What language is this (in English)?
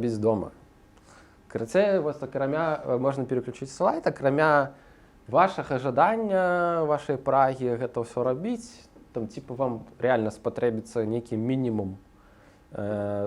Belarusian